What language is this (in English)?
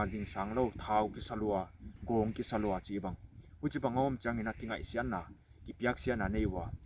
Paite Chin